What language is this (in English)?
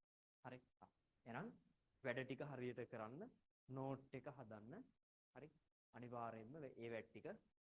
Sinhala